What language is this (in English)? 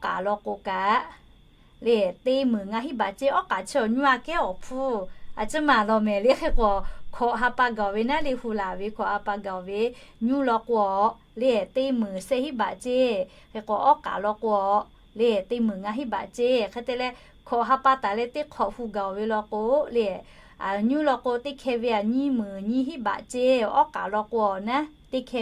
Lahu